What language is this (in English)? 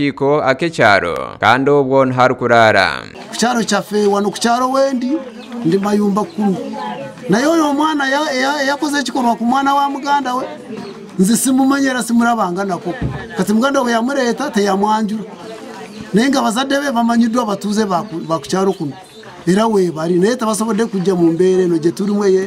Nyankole